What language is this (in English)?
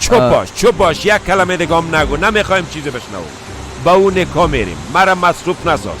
Persian